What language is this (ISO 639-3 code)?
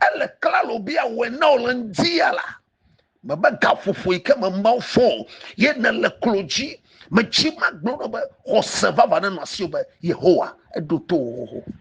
ewe